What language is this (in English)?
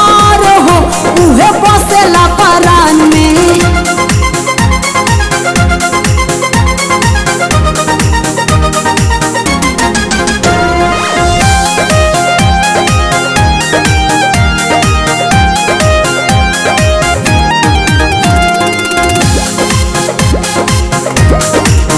Bhojpuri